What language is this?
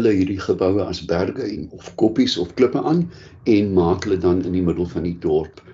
Afrikaans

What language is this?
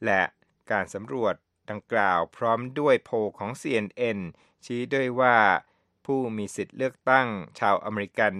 Thai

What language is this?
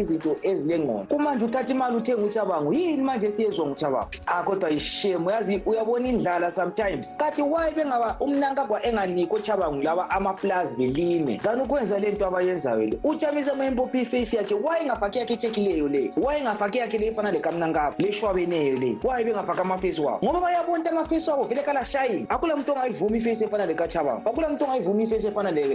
North Ndebele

